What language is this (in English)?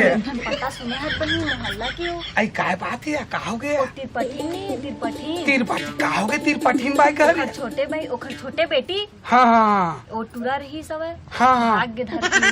Chhattisgarhi